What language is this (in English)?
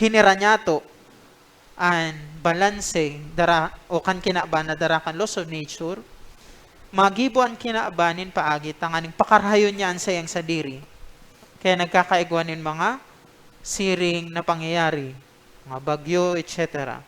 Bikol